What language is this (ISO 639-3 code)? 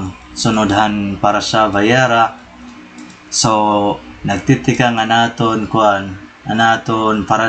war